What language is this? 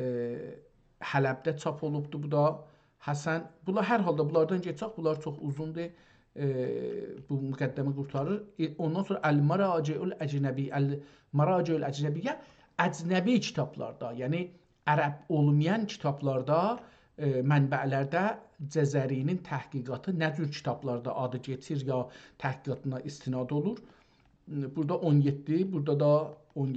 South Azerbaijani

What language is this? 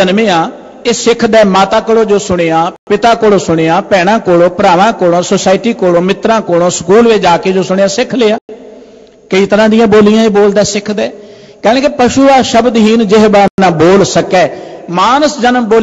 Punjabi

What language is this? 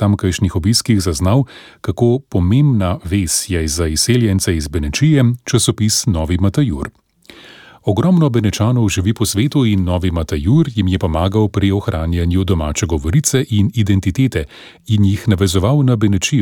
Slovenian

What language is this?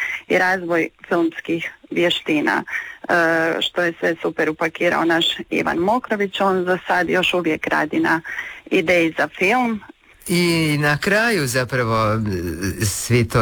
Croatian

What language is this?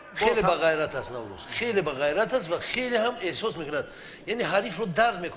Tajik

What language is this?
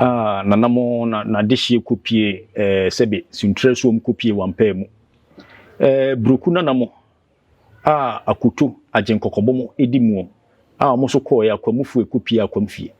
Akan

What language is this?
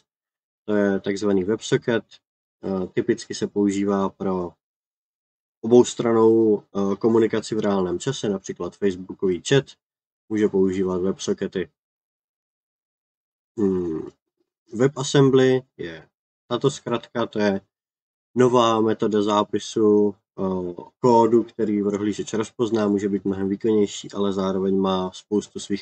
Czech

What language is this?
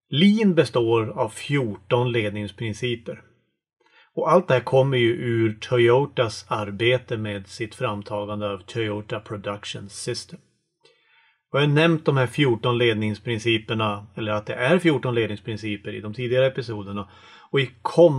Swedish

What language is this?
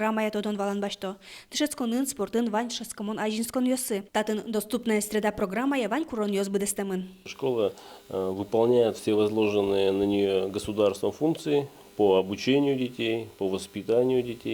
Udmurt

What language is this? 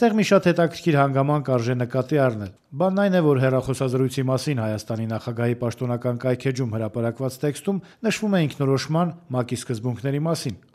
Armenian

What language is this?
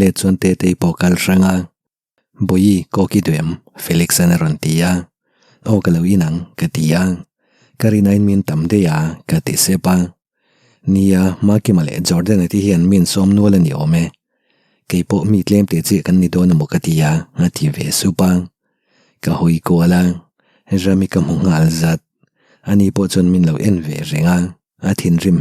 Mizo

